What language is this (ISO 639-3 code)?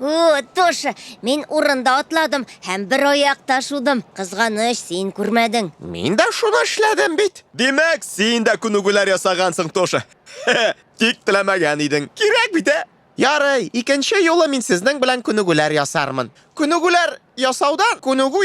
tat